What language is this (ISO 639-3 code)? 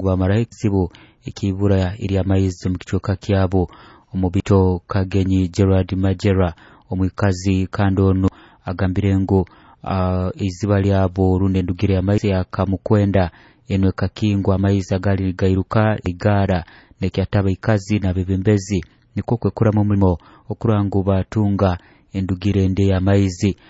nyo